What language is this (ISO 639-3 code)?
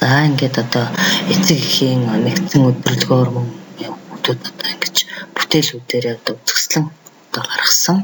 mon